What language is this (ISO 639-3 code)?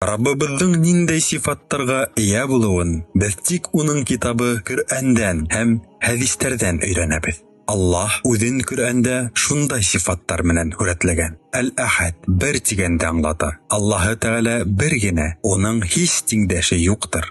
bak